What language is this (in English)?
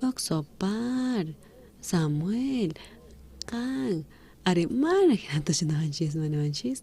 South Bolivian Quechua